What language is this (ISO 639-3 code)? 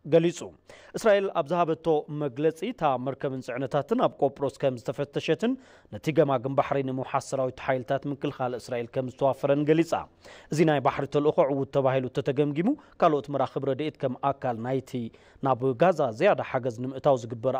tir